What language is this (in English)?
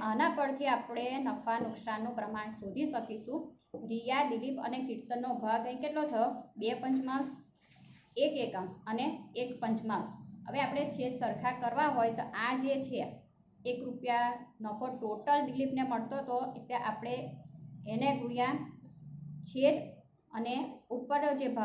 Gujarati